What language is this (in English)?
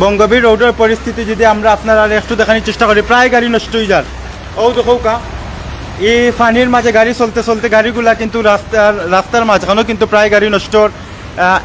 Sylheti